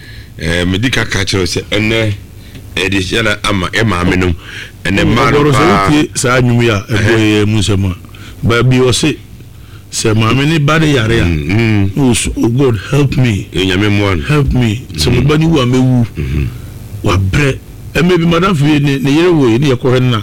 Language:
Akan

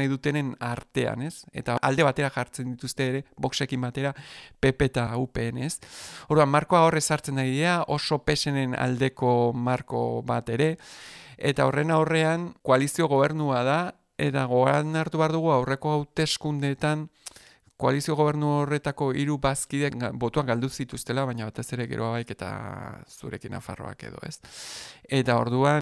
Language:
Basque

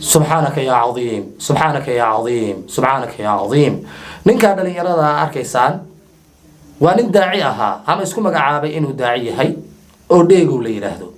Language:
Somali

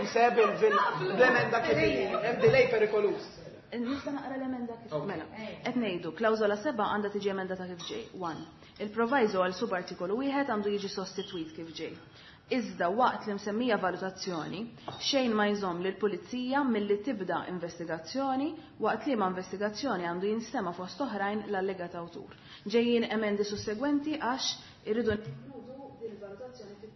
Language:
Maltese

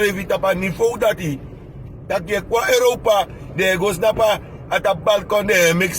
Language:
Sranan Tongo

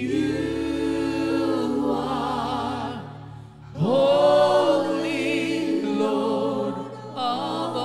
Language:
Hiligaynon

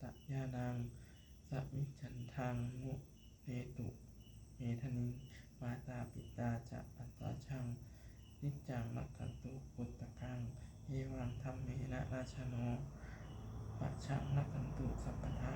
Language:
Pali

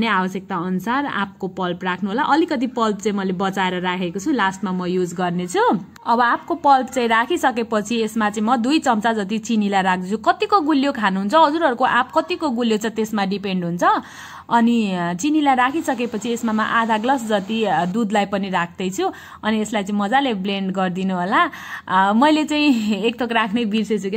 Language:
Nepali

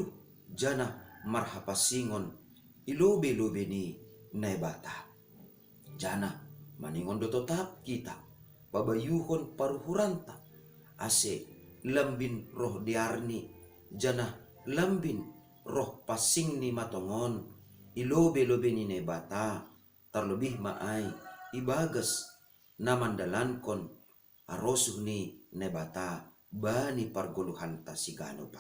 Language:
Batak Simalungun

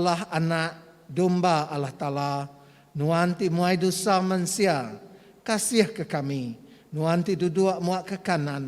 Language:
Iban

